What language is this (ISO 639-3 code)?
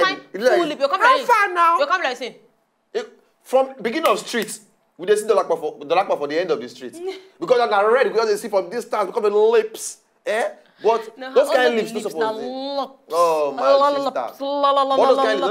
pcm